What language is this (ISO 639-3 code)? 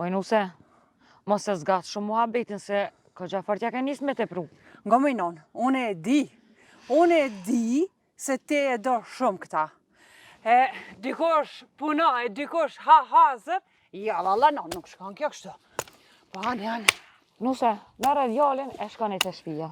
sqi